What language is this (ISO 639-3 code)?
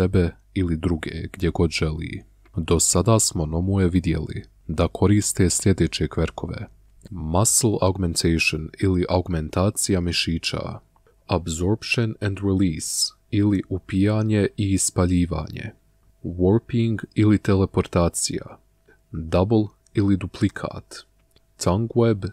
bos